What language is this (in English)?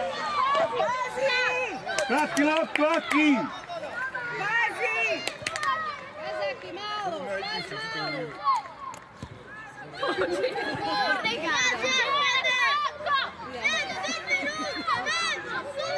Croatian